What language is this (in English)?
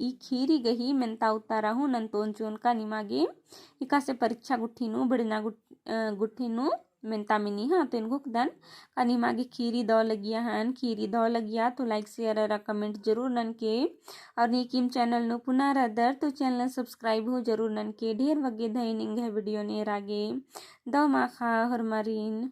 Kurukh